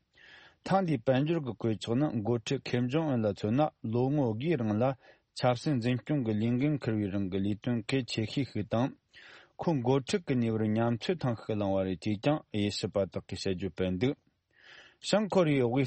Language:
Tibetan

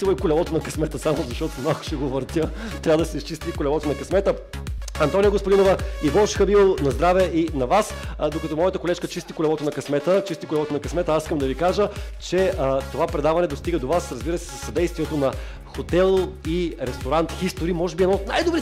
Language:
Bulgarian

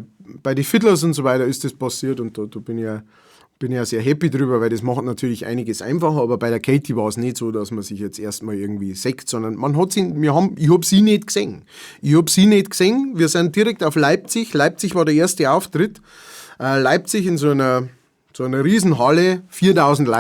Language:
Bavarian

